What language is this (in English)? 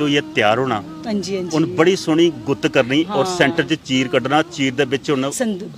Dogri